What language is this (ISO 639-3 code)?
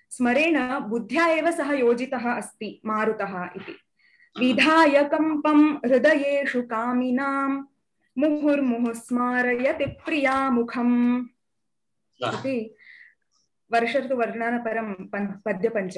san